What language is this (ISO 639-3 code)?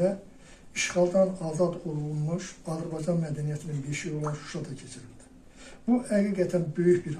aze